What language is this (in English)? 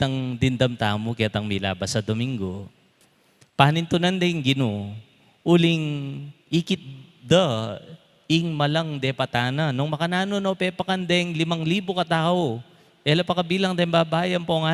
Pampanga